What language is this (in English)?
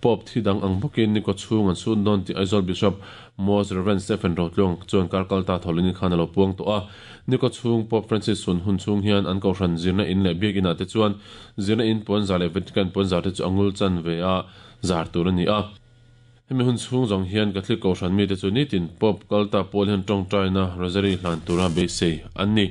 Mizo